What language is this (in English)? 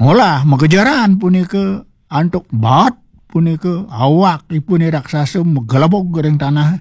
Balinese